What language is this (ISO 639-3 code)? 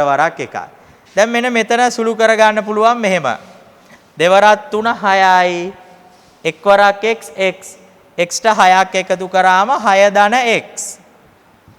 sin